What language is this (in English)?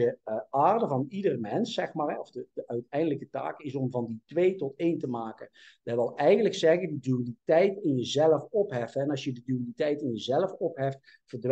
Dutch